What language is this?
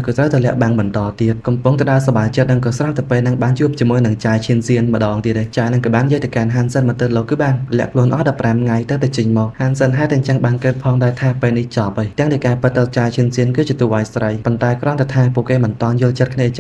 Khmer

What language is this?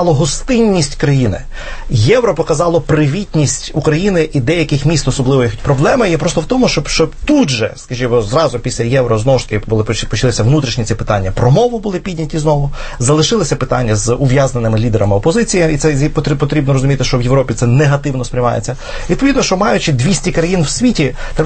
Ukrainian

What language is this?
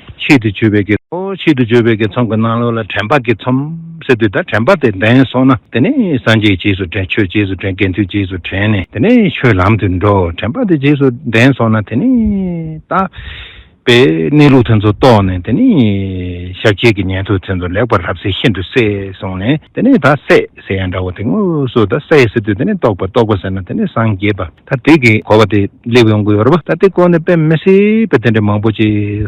Tibetan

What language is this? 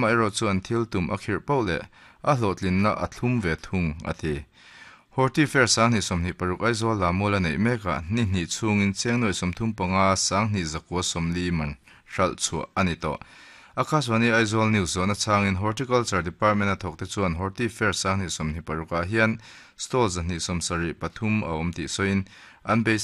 Mizo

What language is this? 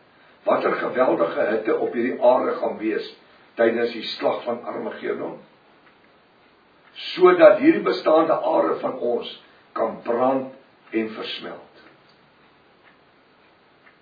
Afrikaans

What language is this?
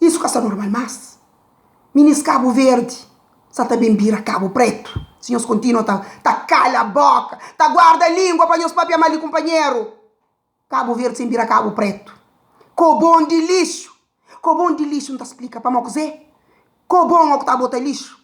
Kabuverdianu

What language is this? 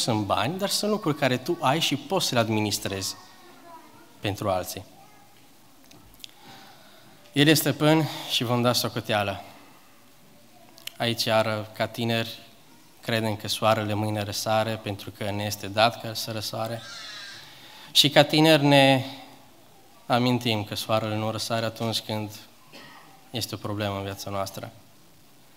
Romanian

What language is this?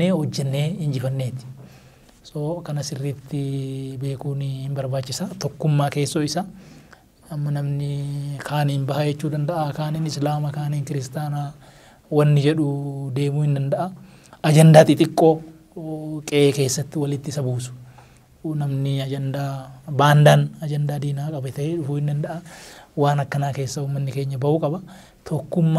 Oromo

